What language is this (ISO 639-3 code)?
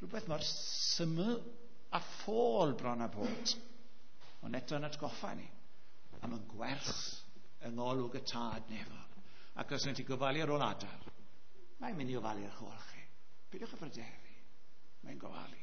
cym